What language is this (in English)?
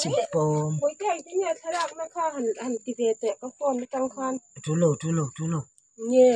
Mizo